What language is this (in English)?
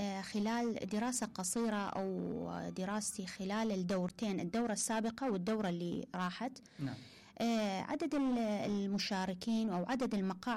Mesopotamian Arabic